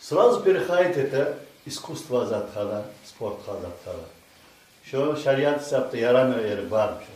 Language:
Kumyk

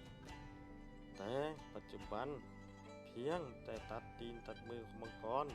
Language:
Lao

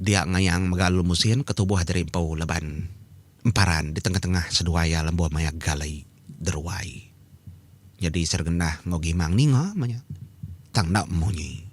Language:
Iban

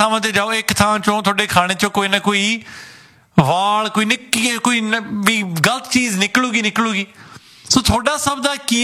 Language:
Punjabi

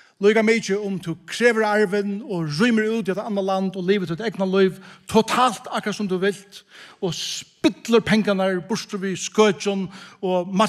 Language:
Faroese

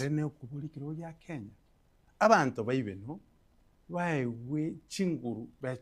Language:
Gusii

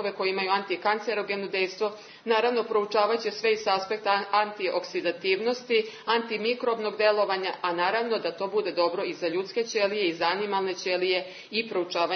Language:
Serbian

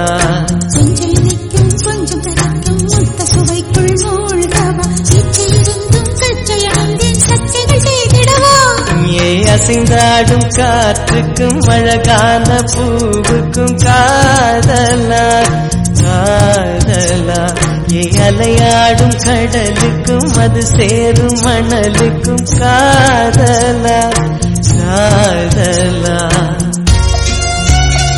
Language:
Tamil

